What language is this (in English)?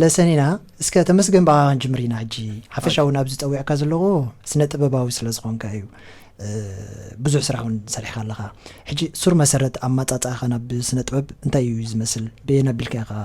Tigrinya